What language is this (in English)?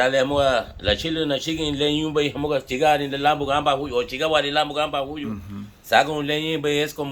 Garifuna